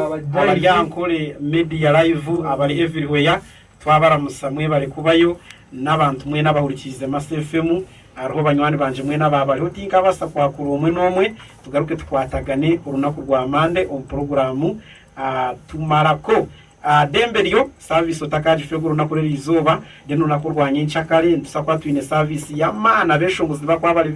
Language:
Nyankole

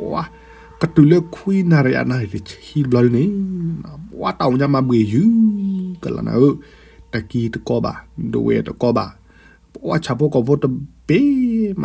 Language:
S'gaw Karen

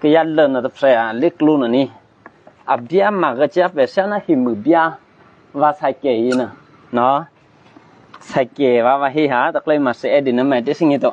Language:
Eastern Kayah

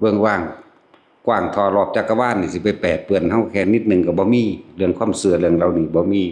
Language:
Northeastern Thai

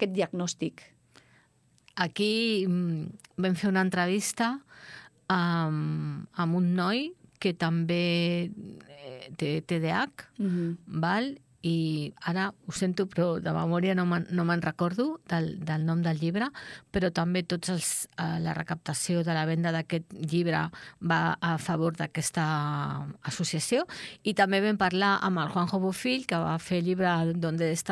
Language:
Catalan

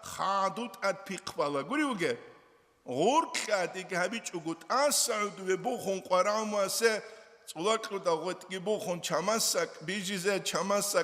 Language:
Avaric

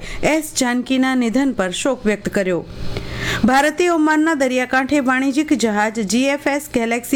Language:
Gujarati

